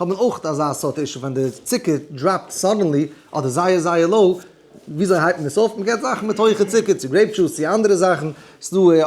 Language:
Yiddish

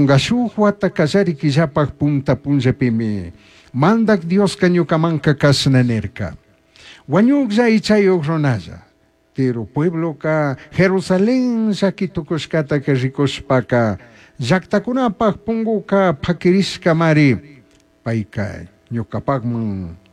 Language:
Chimborazo Highland Quichua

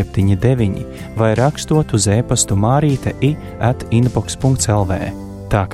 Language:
Latvian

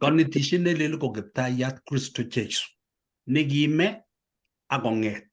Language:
Kalenjin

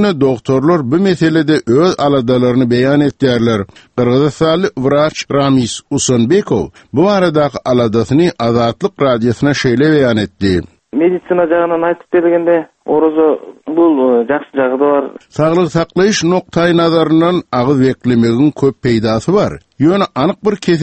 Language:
Turkmen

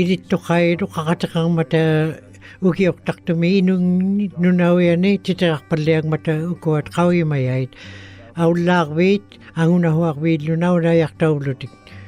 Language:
Western Canadian Inuktitut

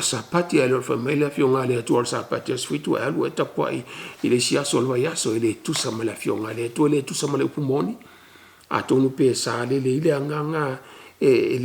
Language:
Samoan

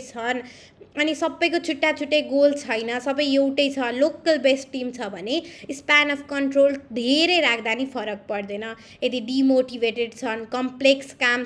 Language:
Nepali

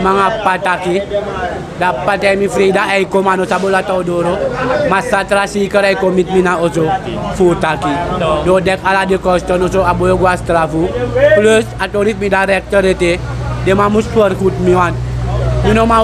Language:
Sranan Tongo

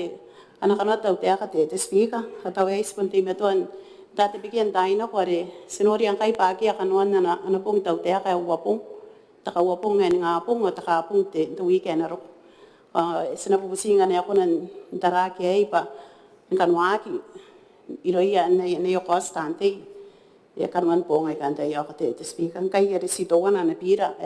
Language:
Gilbertese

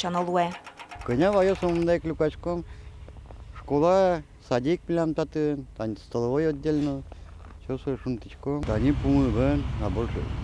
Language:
Udmurt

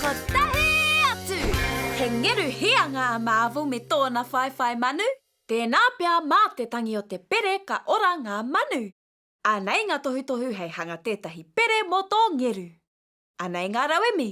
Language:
Māori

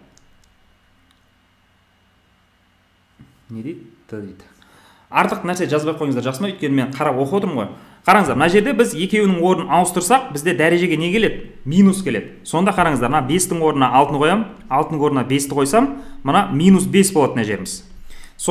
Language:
Kazakh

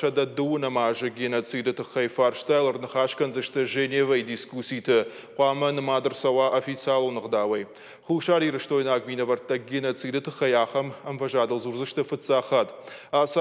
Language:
Ossetic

